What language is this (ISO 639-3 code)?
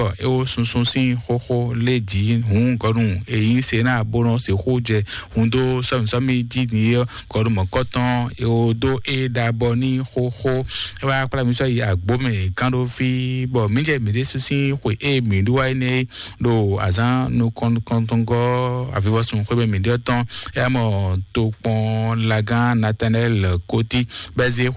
fon